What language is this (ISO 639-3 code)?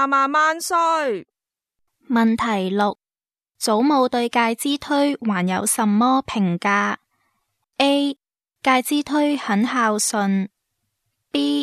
yue